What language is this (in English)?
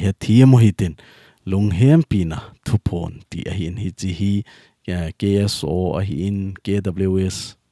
Thado Chin